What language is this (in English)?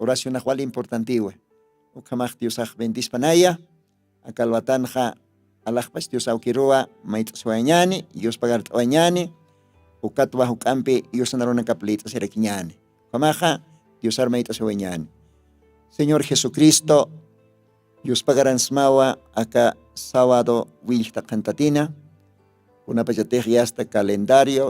Aymara